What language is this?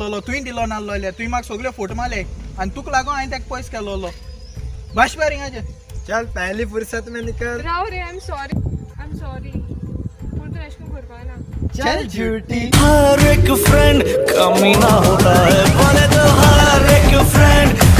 Konkani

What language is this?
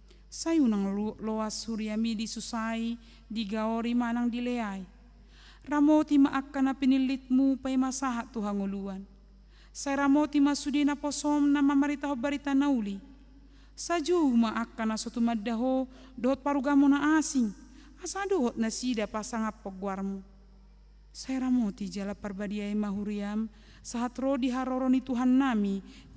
Batak Toba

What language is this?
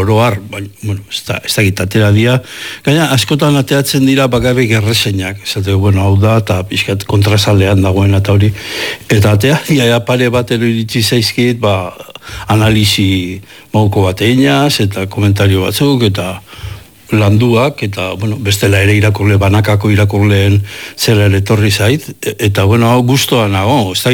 Basque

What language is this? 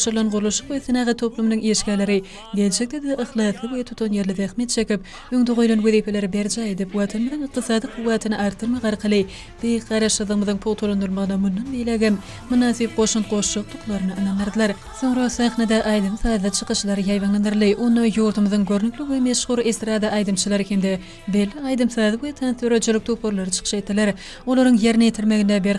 Turkmen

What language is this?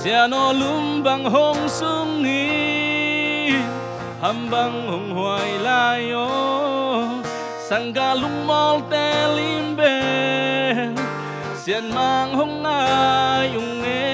Tedim Chin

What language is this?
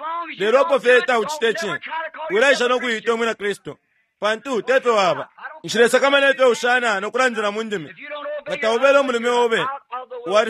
Bemba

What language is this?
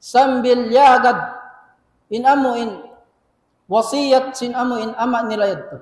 Tausug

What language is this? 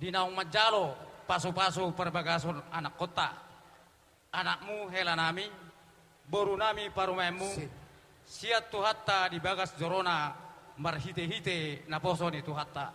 Batak Toba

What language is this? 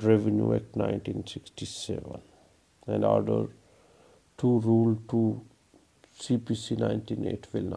Urdu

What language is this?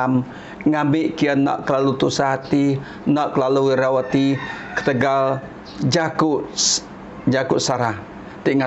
Iban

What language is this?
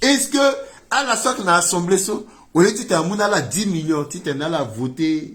Sango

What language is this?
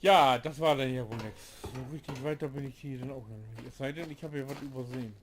Low German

